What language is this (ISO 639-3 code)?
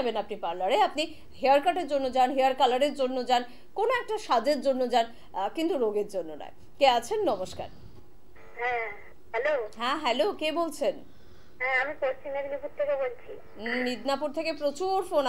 ben